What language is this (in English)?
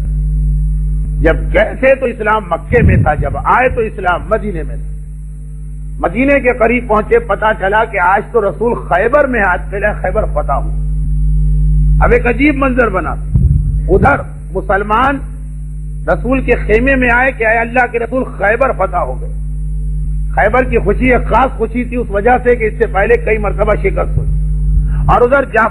Urdu